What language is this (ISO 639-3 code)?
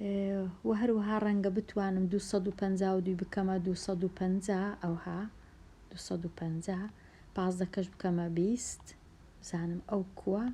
ckb